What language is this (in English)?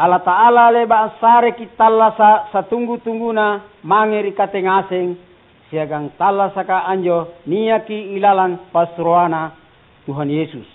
Makasar